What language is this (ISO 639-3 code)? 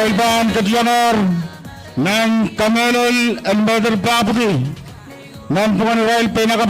pon